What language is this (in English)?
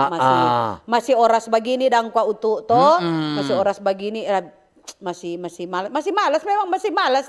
Manado Malay